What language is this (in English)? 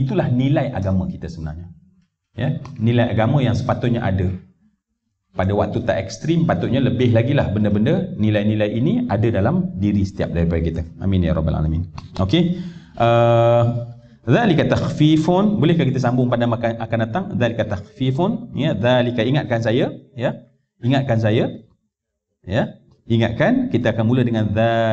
Malay